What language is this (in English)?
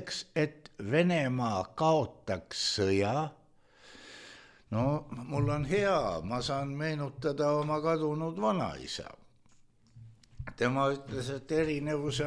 Estonian